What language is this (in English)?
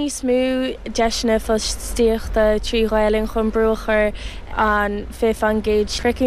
Irish